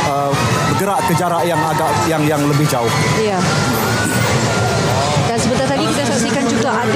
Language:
Malay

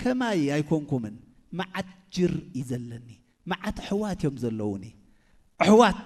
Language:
Tigrinya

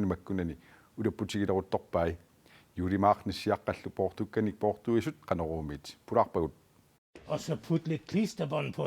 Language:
Kalaallisut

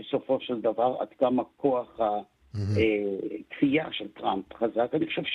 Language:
Hebrew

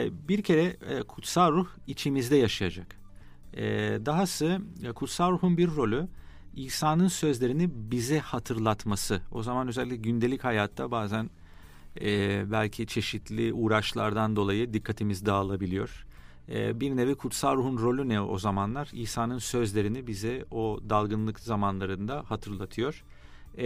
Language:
Turkish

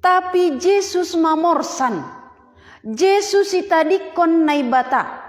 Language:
Batak Simalungun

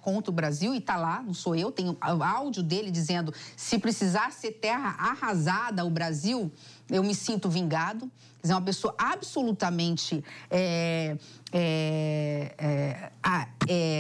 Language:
Portuguese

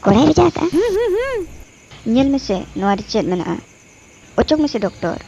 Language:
Santali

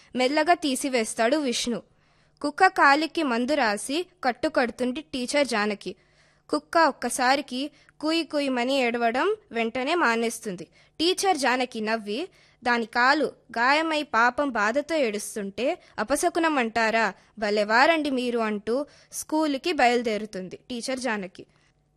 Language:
Telugu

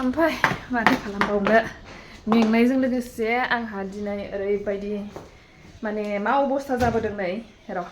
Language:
Bodo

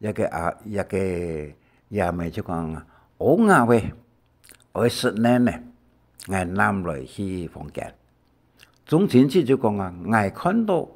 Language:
Hakka Chinese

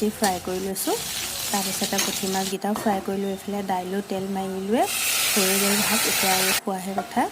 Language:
Assamese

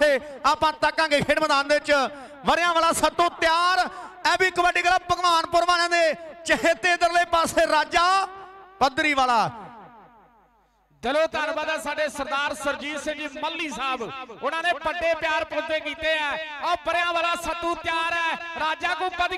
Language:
Punjabi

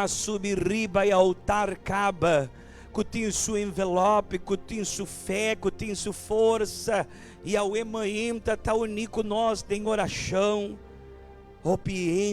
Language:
Papiamento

